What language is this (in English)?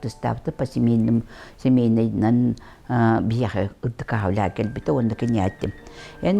Yakut